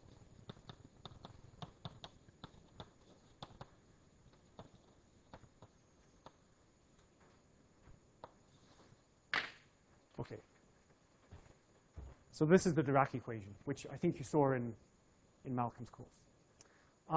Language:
English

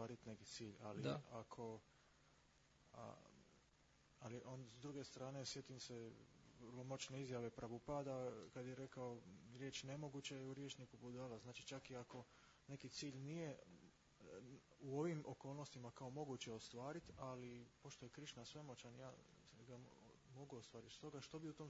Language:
Croatian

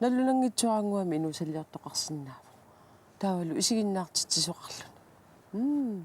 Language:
Kalaallisut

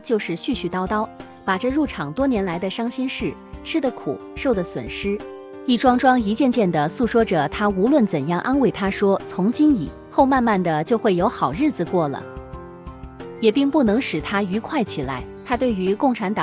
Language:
Chinese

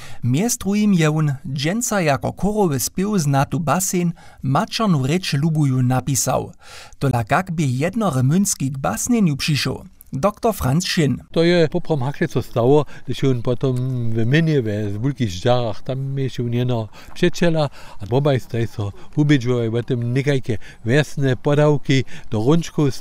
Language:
Upper Sorbian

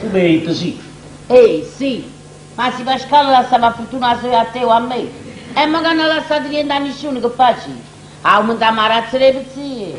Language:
Neapolitan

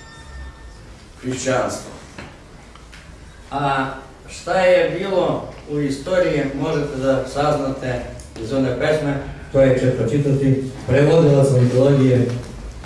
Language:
Serbian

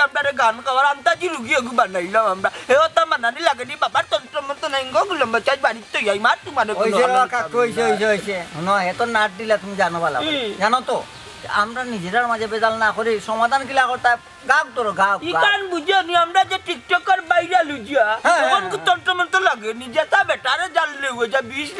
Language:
Sylheti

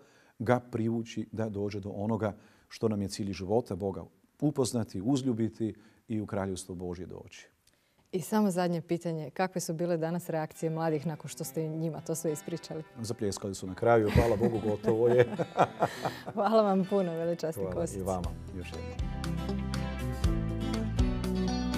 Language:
Croatian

